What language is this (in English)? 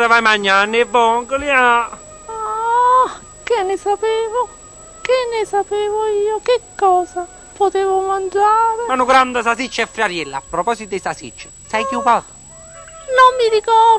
Neapolitan